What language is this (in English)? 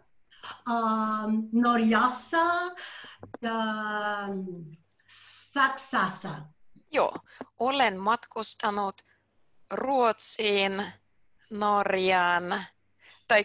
Finnish